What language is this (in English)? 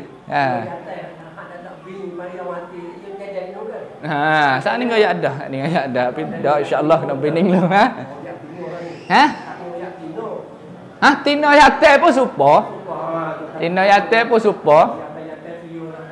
Pattani Malay